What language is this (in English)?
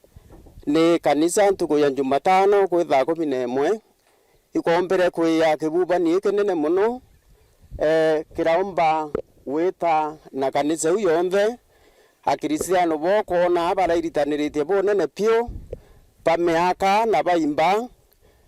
Meru